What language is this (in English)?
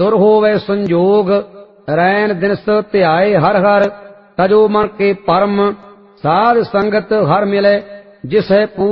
Punjabi